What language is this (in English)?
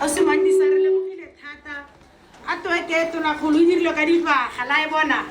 Tswana